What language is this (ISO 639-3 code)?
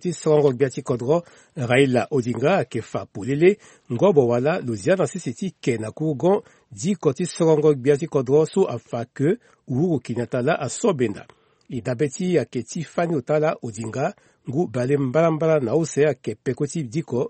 sag